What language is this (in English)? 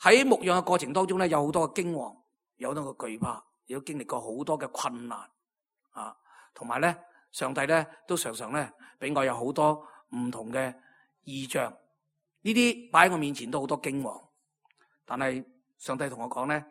Cantonese